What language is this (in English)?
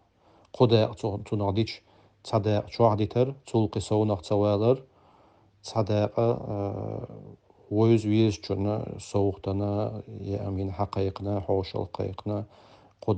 Chechen